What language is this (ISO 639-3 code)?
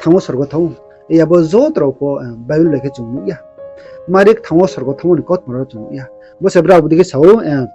ria